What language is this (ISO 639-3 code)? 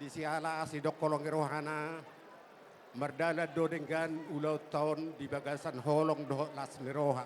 bbc